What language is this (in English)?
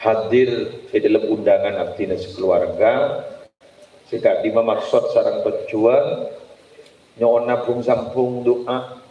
Madurese